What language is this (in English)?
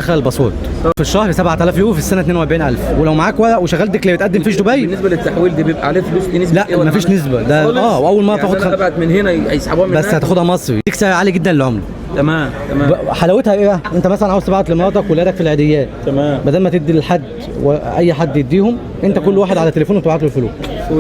Egyptian Arabic